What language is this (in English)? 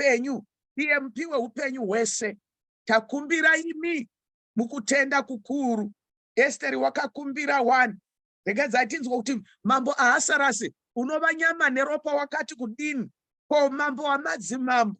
Shona